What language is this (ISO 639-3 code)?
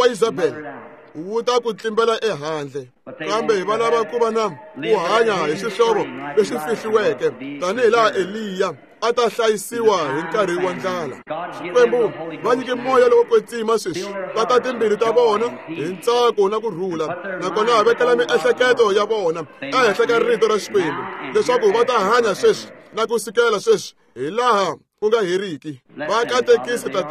tso